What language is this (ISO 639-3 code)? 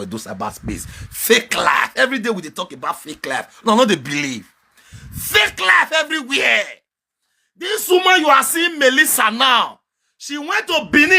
pcm